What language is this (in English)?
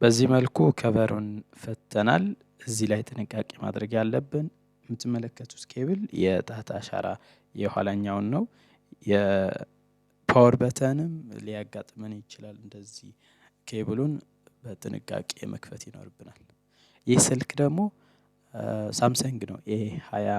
Amharic